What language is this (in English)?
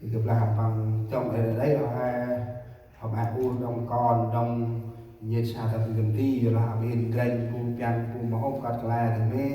Central Mnong